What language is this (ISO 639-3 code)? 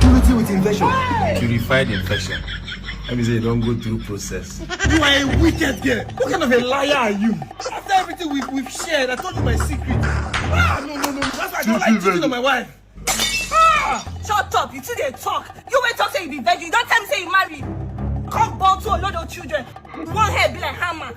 pcm